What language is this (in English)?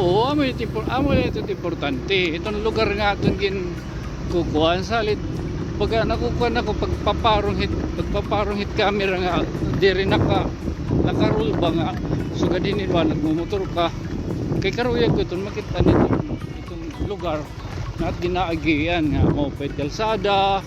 Waray